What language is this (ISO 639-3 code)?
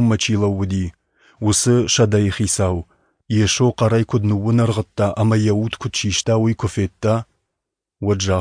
oss